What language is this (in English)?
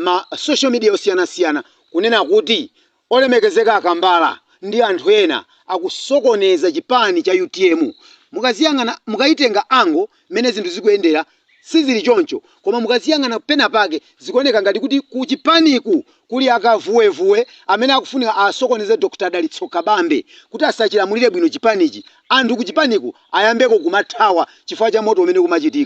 Nyanja